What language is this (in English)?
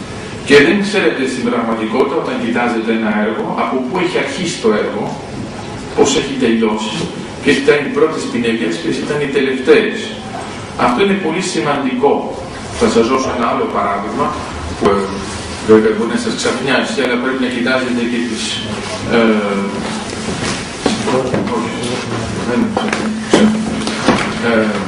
Greek